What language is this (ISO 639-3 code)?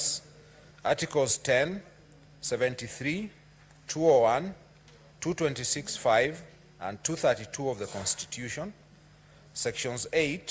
kam